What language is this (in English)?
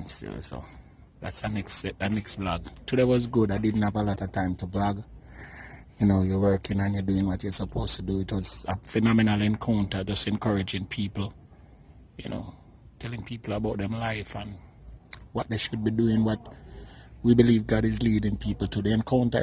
Jamaican Creole English